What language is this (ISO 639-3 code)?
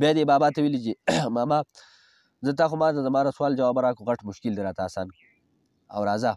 pus